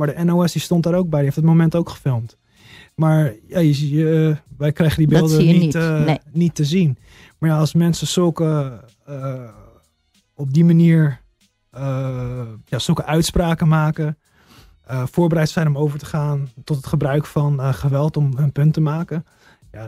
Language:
Dutch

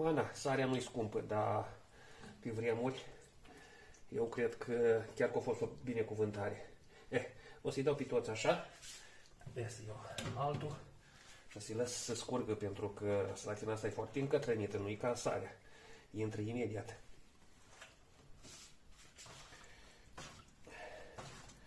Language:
Romanian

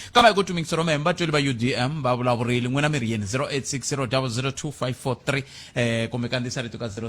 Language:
Tsonga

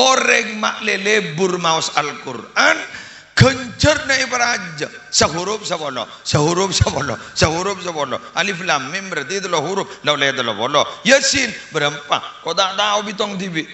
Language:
Madurese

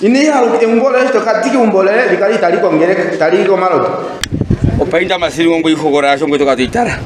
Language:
Ndonga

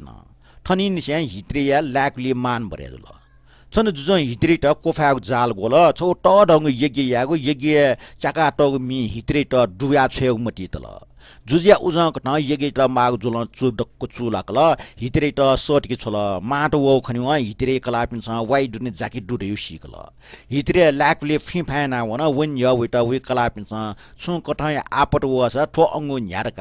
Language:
Newari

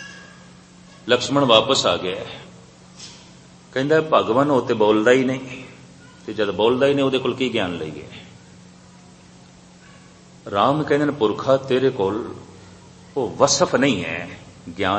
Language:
Punjabi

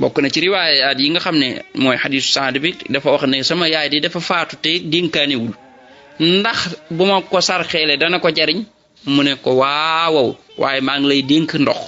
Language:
Wolof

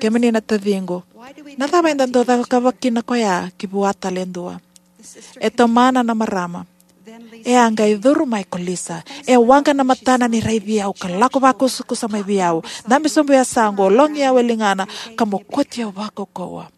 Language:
Fijian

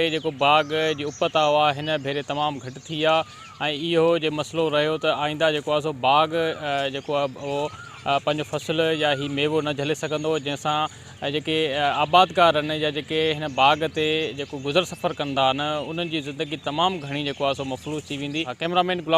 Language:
Sindhi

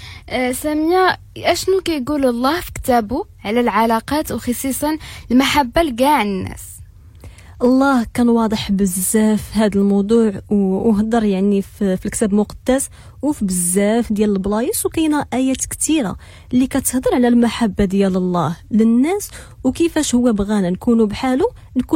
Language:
Moroccan Arabic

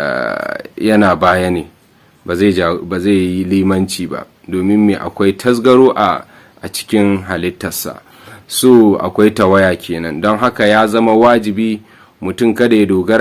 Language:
Hausa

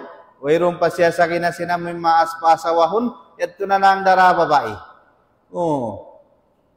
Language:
Tausug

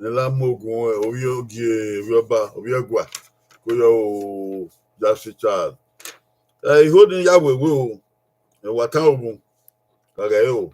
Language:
Bini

